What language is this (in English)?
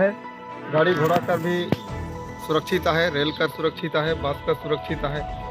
Sadri